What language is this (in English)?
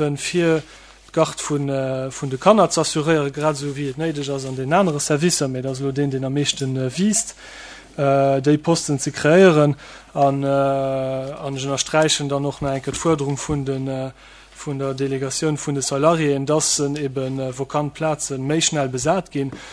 Luxembourgish